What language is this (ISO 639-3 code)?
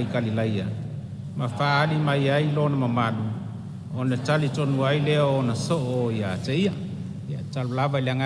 smo